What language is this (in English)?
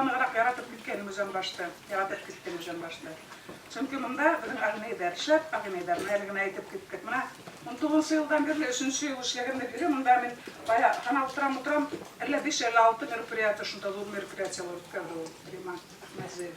Bashkir